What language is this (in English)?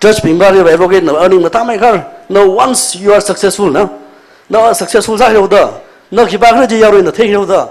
Tangkhul Naga (India)